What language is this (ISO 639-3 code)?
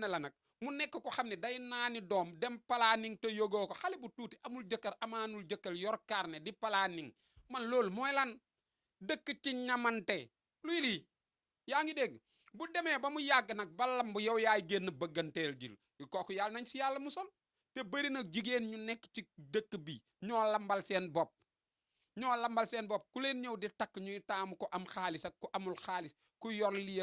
wol